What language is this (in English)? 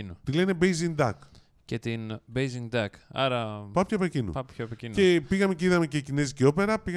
Greek